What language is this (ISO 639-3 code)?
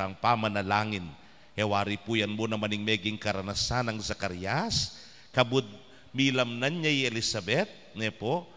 pam